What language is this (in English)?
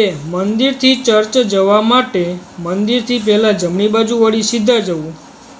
Gujarati